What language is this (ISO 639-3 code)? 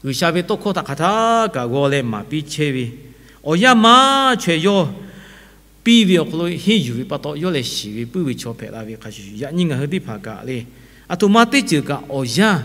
lhu